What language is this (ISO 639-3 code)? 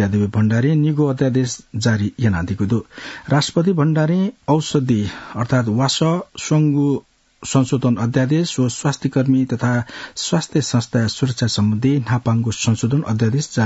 new